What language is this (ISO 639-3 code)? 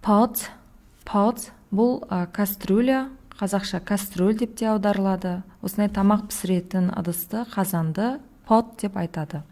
kaz